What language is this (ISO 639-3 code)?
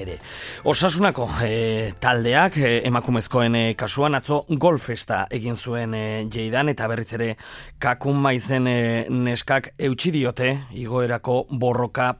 eus